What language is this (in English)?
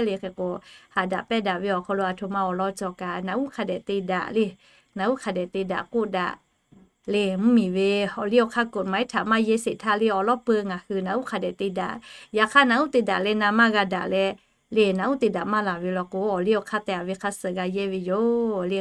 Lahu